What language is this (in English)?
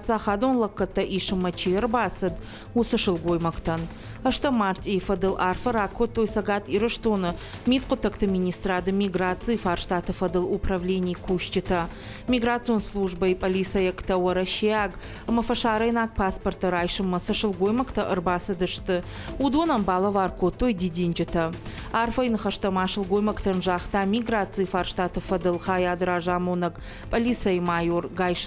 Ossetic